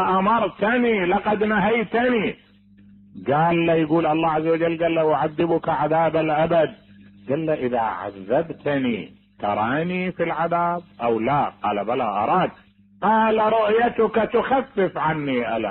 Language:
Mesopotamian Arabic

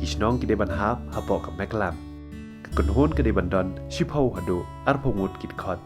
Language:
Khasi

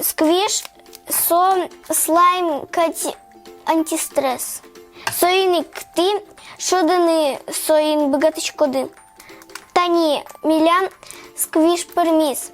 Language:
Udmurt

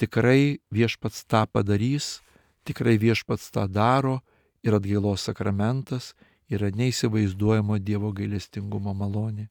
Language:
Lithuanian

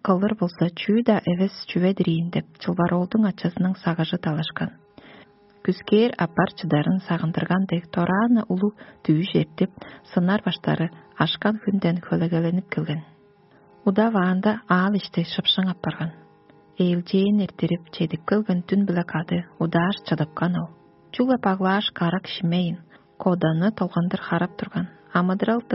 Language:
Tuvinian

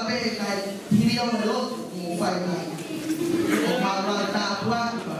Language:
Tongan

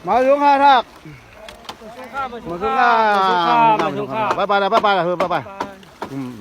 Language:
Shan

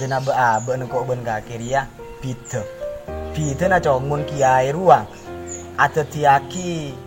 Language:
Madurese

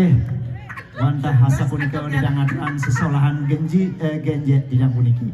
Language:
Balinese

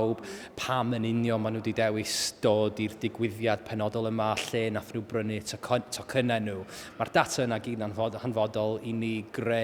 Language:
Welsh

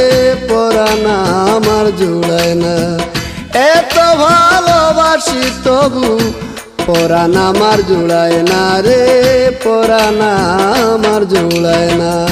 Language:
Bangla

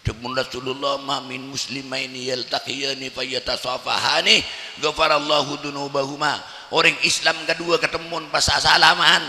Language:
Madurese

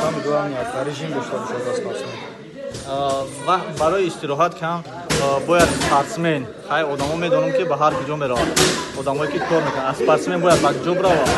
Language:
Tajik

